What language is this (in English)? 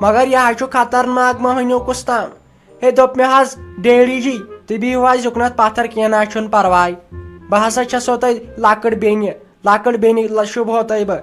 Kashmiri